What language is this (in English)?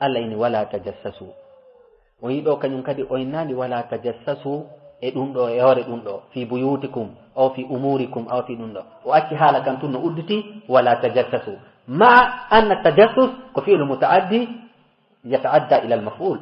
Fula